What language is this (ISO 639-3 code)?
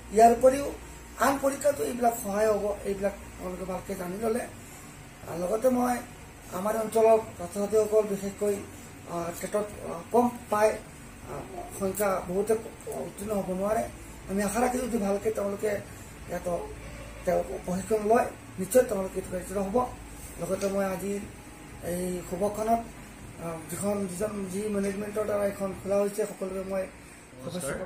asm